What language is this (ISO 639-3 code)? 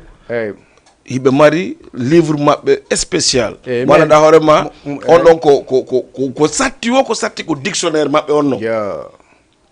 ful